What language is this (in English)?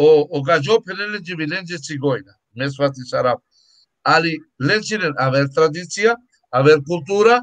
Balkan Romani